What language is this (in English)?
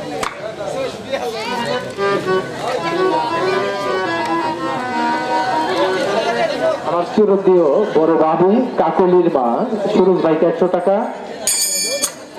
Bangla